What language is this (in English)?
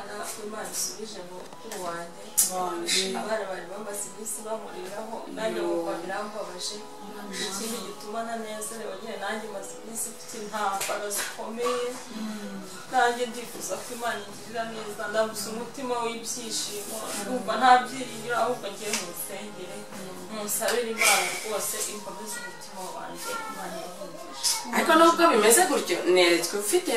Kinyarwanda